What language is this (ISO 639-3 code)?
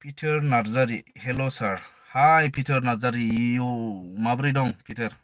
brx